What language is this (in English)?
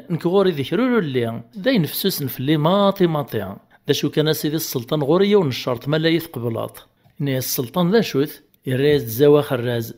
Kabyle